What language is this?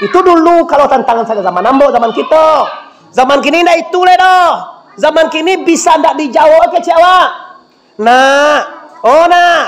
Minangkabau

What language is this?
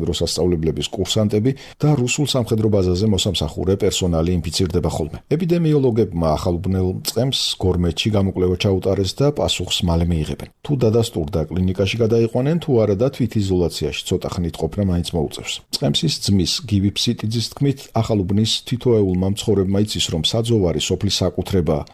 Georgian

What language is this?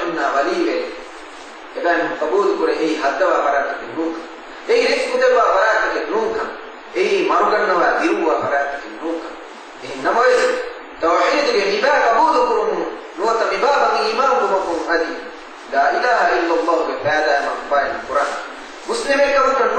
Divehi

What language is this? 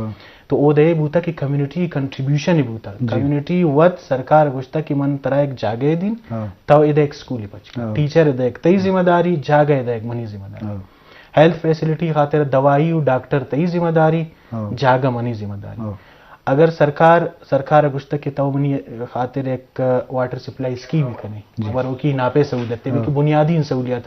Eastern Balochi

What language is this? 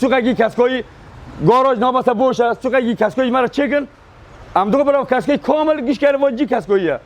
Kurdish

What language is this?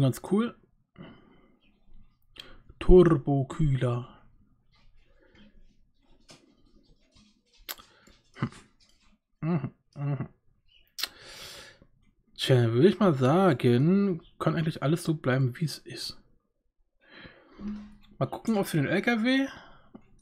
German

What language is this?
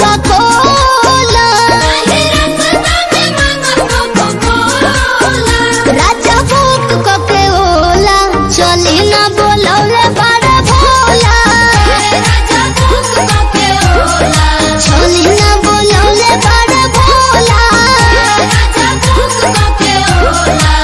Bhojpuri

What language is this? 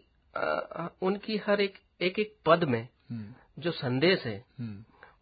Hindi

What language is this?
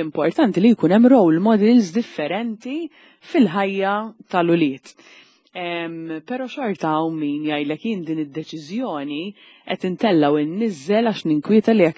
Maltese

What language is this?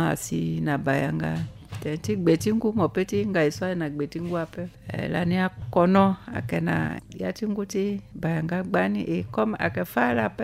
Sango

